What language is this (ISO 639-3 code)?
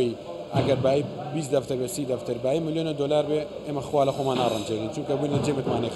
ckb